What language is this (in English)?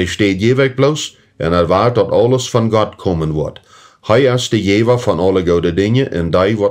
Plautdietsch